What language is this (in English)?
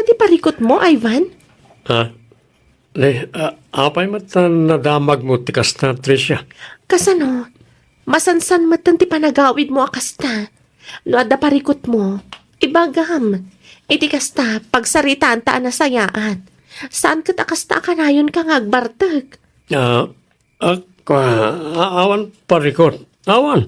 Iloko